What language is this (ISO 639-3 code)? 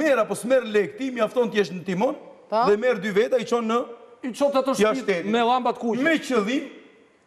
sqi